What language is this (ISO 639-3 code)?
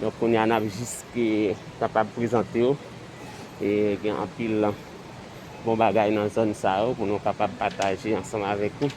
hat